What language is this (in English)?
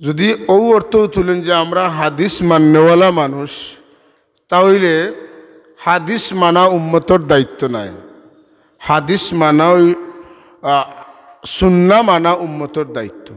Sylheti